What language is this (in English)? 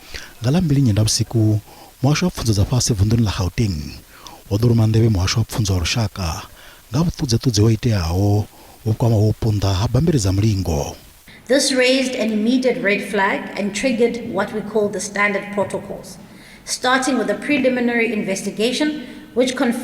Venda